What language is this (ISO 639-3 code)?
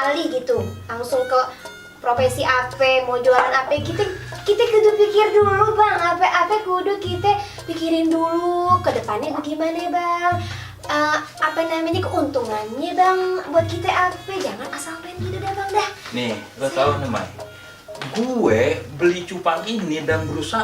bew